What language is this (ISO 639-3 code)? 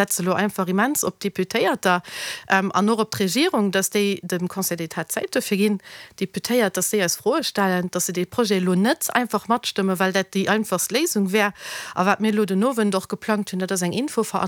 ltz